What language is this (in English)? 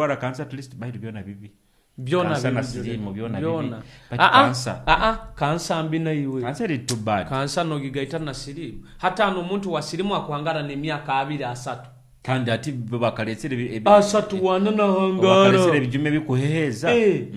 Nyoro